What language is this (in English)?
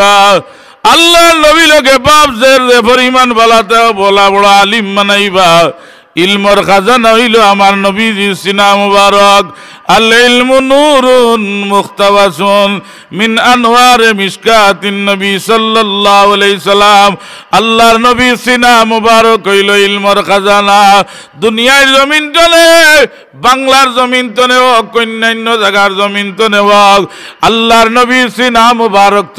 Sylheti